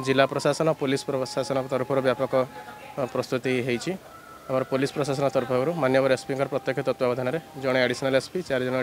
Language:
Odia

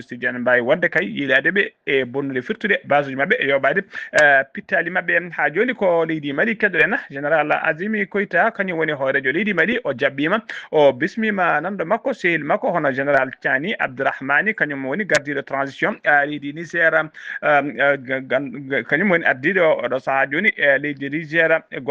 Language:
Fula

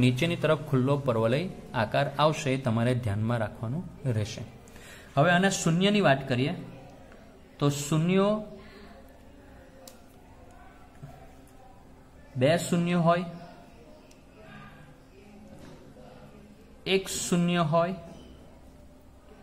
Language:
Gujarati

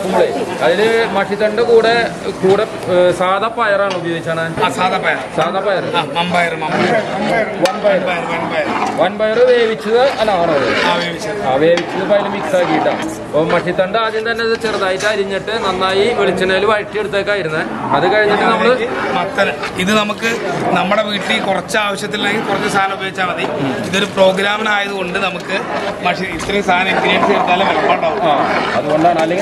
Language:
Malayalam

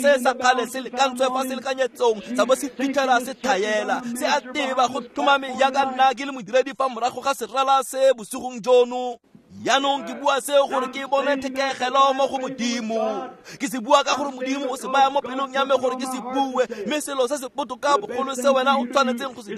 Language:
Tswana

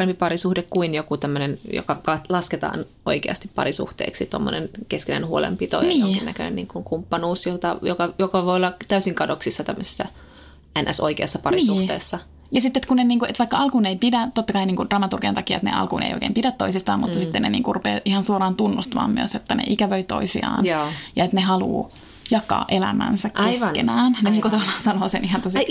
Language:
Finnish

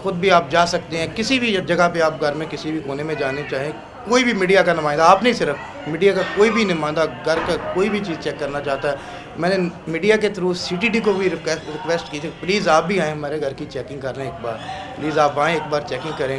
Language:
Urdu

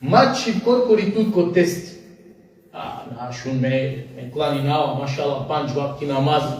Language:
Balkan Romani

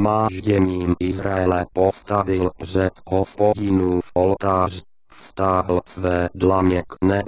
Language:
Czech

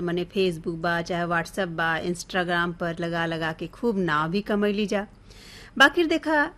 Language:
Bhojpuri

